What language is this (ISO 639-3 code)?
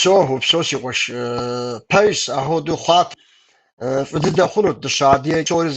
kbd